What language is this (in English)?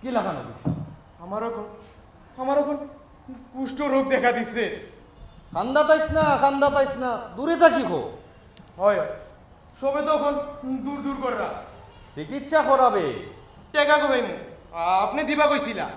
Sylheti